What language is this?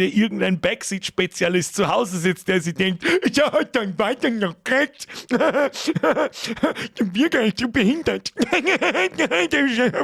Bavarian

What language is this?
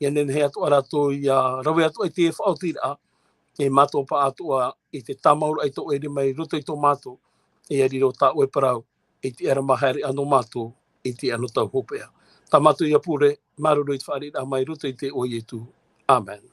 Tahitian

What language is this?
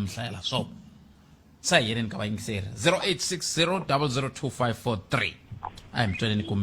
Tsonga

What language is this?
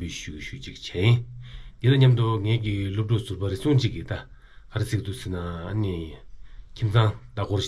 Tibetan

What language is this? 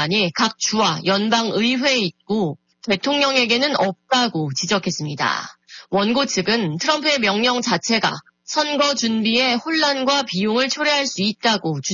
Korean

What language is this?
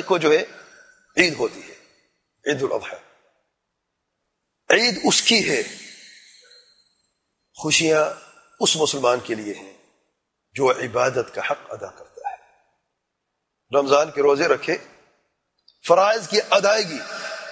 Urdu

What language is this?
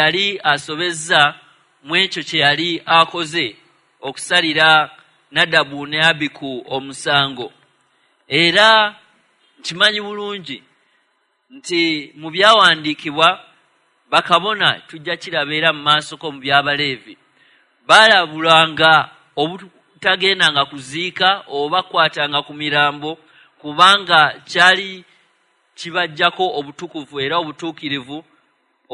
Ganda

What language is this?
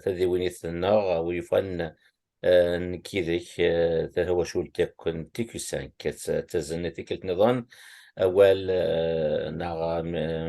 Kabyle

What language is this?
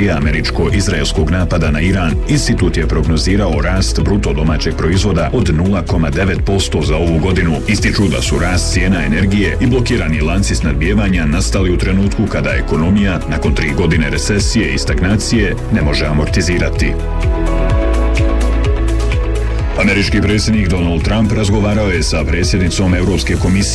Bosnian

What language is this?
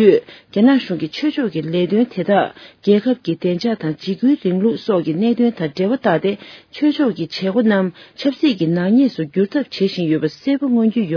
Tibetan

